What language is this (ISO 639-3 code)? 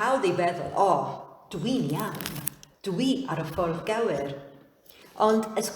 cym